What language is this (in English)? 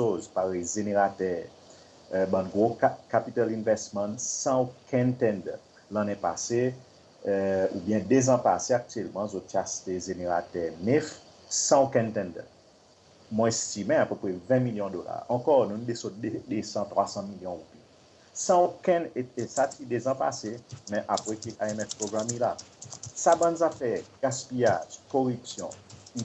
Seselwa Creole French